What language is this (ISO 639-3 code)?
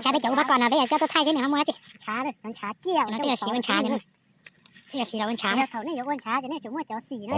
hmn